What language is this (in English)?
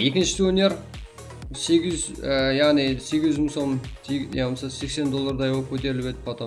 Kara-Kalpak